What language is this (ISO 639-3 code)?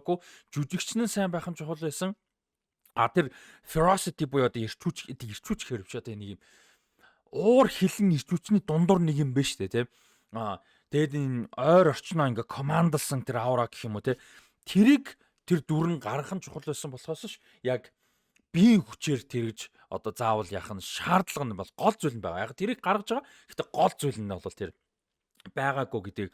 mon